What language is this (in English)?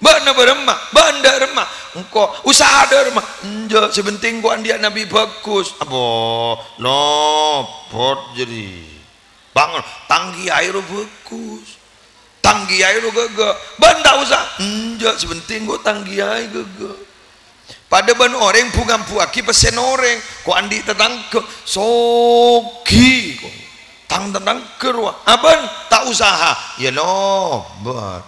Madurese